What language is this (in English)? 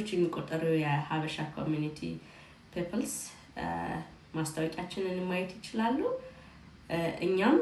Amharic